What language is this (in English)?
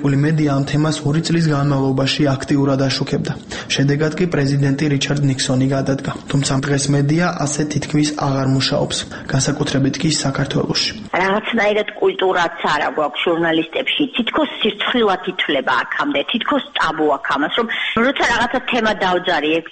Georgian